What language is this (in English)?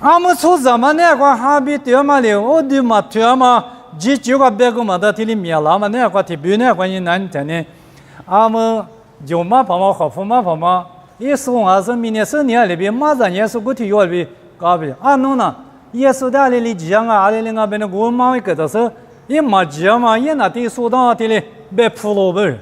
Lisu